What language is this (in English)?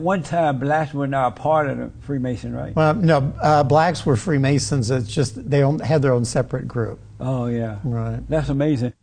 English